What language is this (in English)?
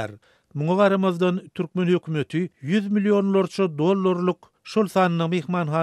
Turkmen